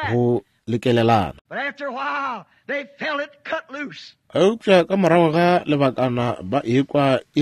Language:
Northern Sotho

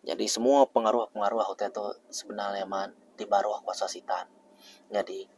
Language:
Iban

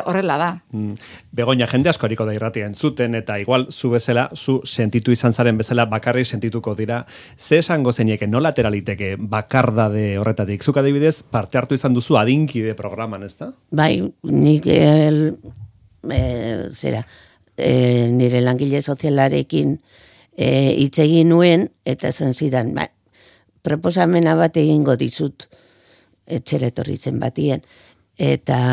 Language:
Basque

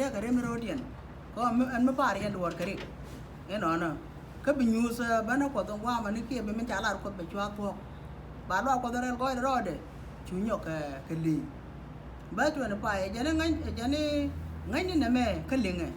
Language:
Nuer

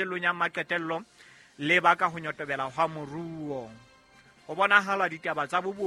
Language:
Southern Sotho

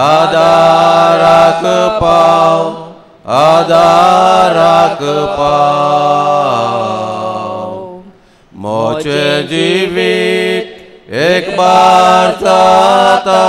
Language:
Konkani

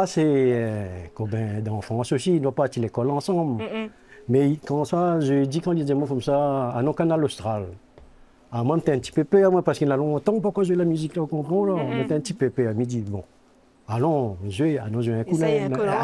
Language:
Réunion Creole French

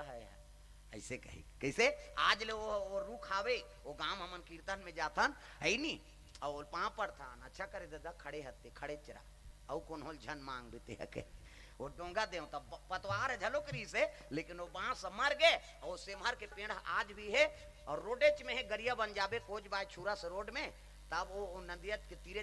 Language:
Chhattisgarhi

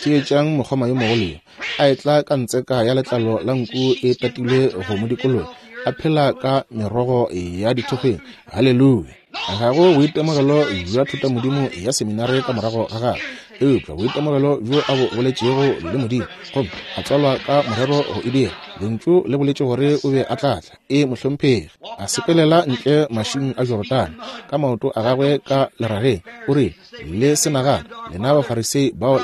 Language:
Northern Sotho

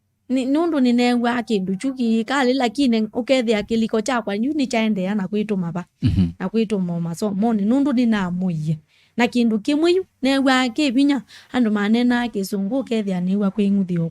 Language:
Kamba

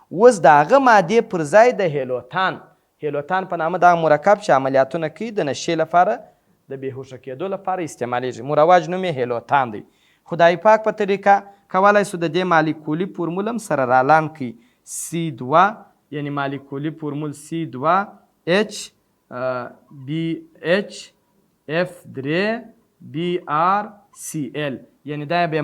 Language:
Pashto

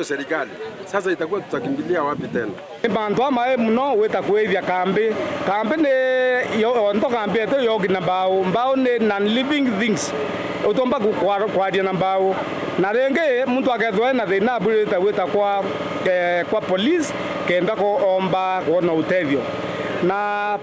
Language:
Meru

